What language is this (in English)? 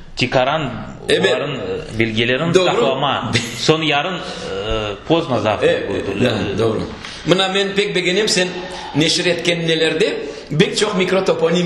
Crimean Tatar